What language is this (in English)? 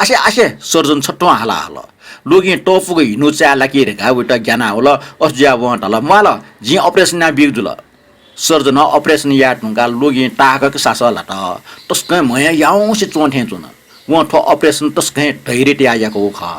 Newari